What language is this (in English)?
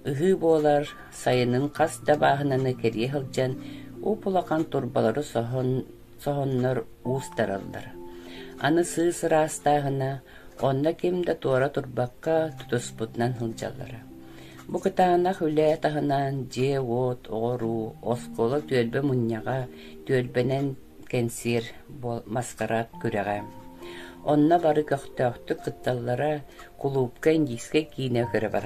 Yakut